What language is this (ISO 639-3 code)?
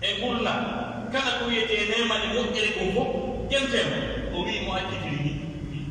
fuf